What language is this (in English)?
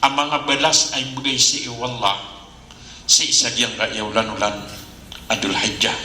Maranao